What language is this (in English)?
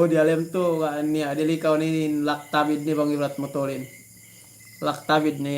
Yakan